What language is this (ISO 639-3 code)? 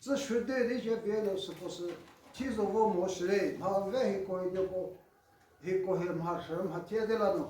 nri